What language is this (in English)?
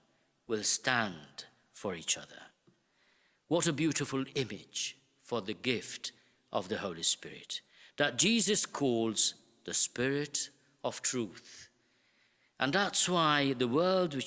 English